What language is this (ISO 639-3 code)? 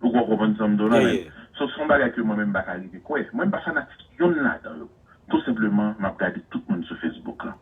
hat